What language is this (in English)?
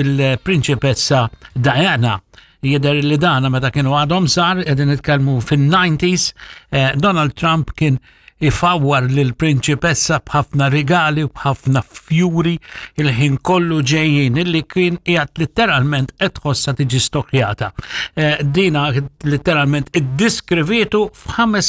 Maltese